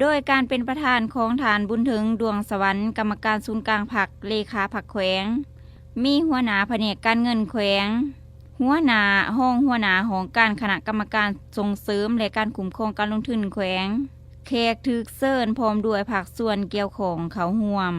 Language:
Lao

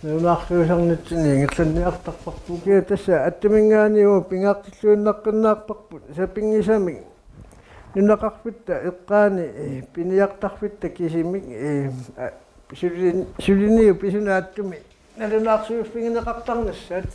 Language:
Kalaallisut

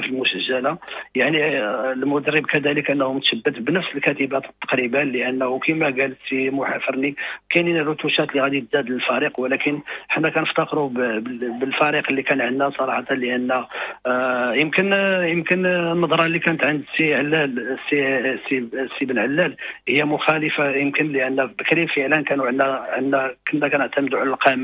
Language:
Moroccan Arabic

